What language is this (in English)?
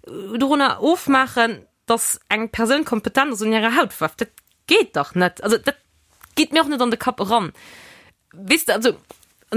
Luxembourgish